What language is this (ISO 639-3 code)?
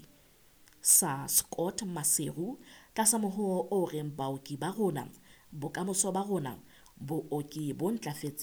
sot